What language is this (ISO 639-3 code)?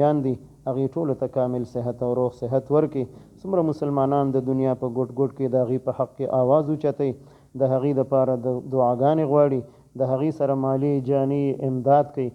pus